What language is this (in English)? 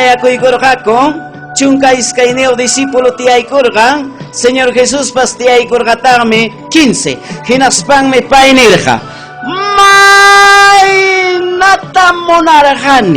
Ayacucho Quechua